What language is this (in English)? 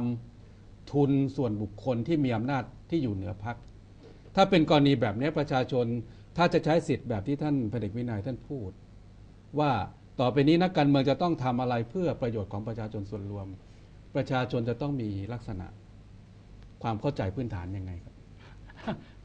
Thai